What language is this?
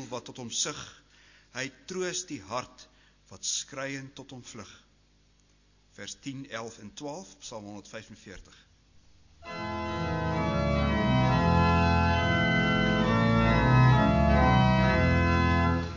Afrikaans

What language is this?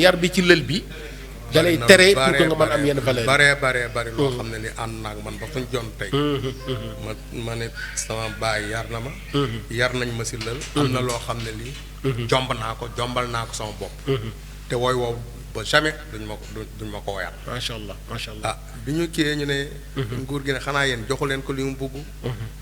Wolof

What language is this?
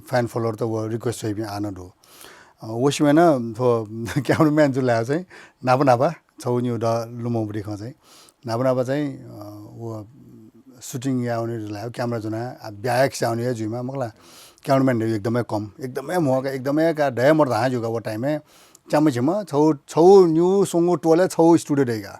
Newari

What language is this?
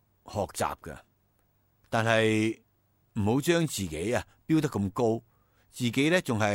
Cantonese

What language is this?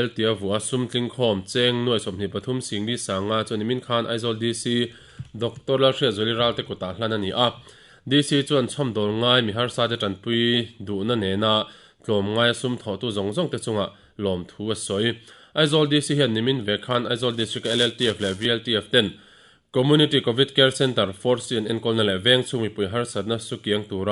Mizo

